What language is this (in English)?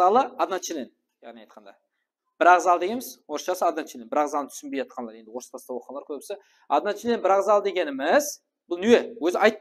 Kara-Kalpak